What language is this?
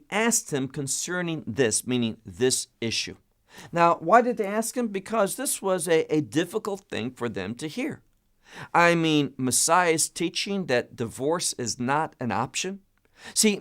English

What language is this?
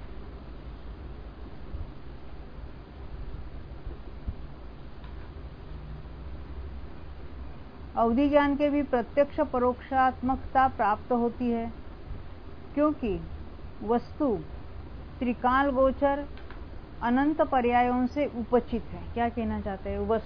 Hindi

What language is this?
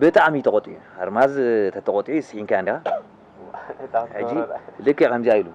Tigrinya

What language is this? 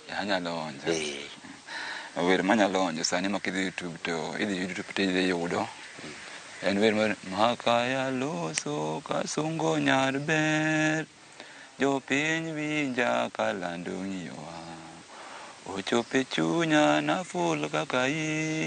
Luo (Kenya and Tanzania)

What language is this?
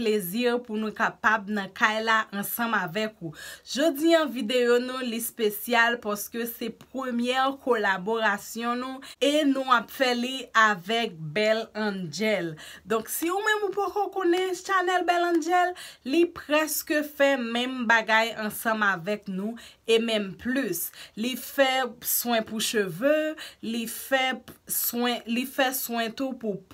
Haitian Creole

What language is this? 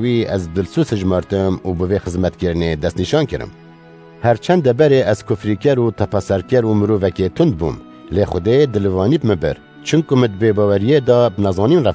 Kurdish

